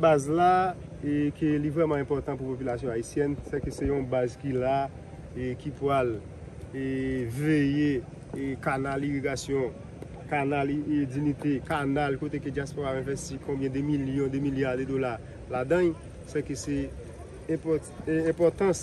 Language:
Haitian Creole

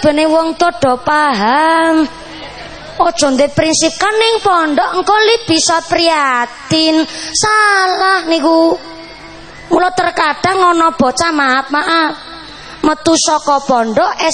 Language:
Javanese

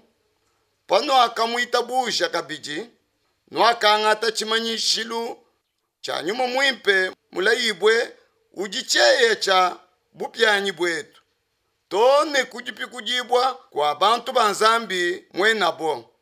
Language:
Luba-Lulua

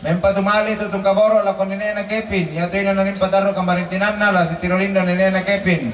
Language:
Toraja-Sa'dan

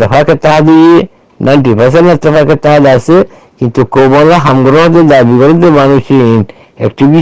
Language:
Rohingya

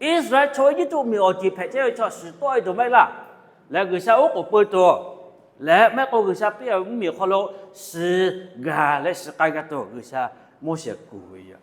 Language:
Lahu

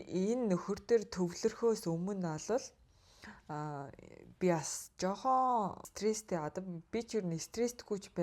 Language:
Mongolian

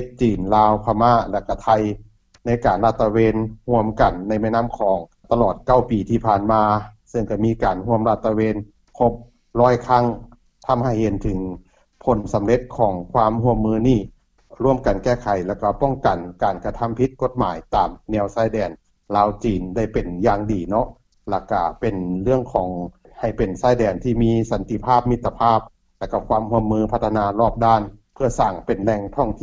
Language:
Lao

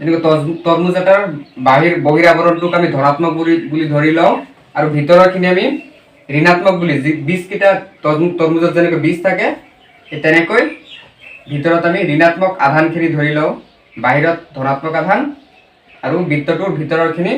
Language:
Assamese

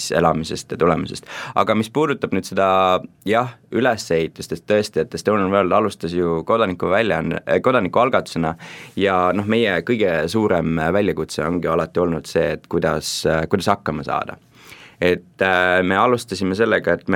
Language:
Estonian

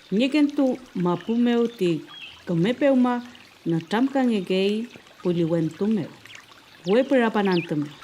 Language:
Mapuche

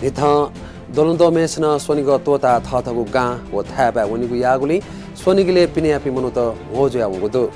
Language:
Newari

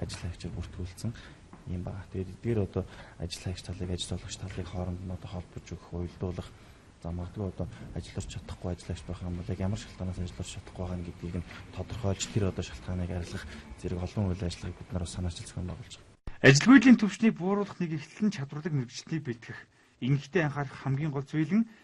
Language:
Mongolian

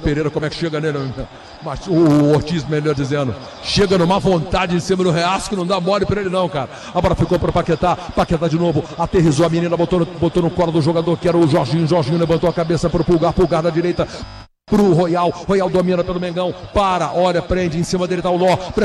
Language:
Portuguese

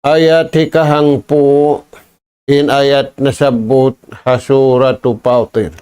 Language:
Tausug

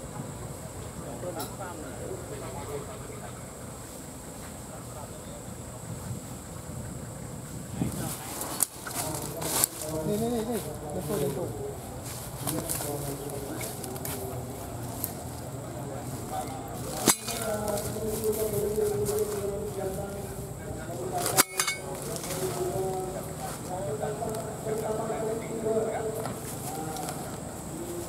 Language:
Malay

